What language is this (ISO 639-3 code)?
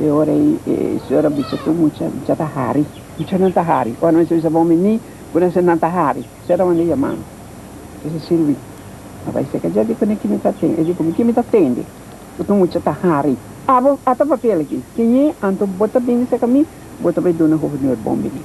pap